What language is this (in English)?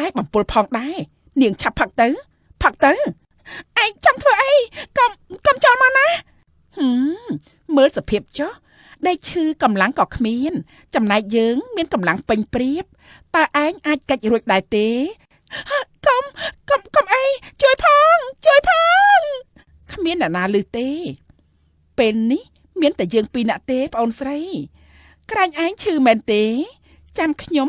Khmer